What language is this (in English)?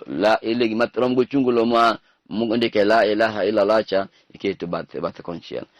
Luo (Kenya and Tanzania)